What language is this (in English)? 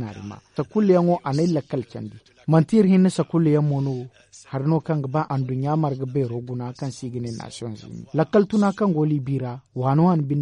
Zarma